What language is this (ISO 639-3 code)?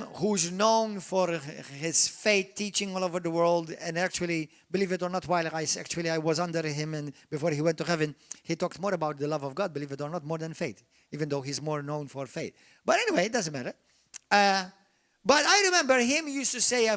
eng